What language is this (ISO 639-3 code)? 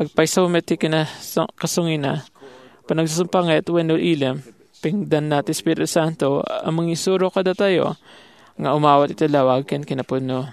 ilo